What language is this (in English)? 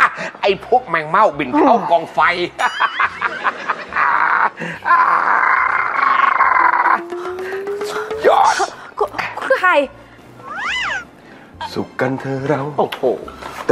Thai